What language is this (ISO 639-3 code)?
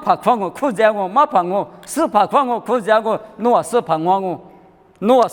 lis